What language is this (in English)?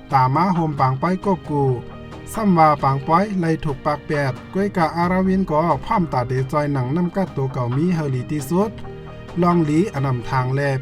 Shan